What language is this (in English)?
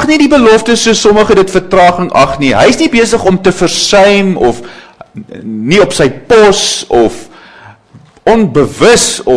Afrikaans